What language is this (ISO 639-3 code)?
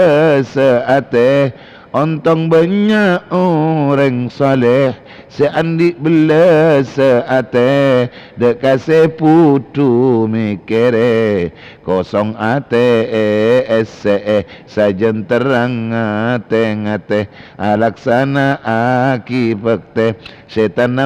mad